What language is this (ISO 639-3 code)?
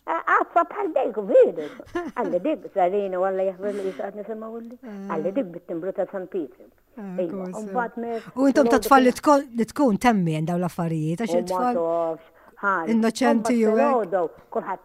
mlt